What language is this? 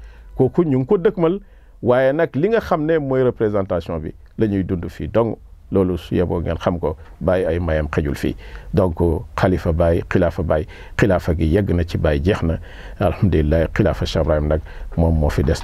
Wolof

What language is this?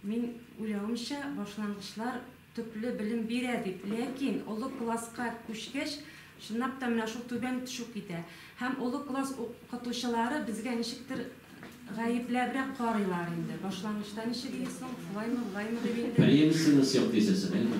Tatar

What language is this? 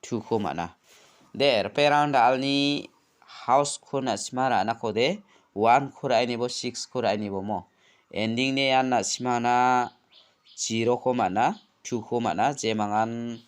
Garo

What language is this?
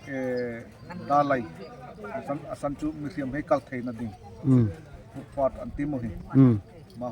Darlong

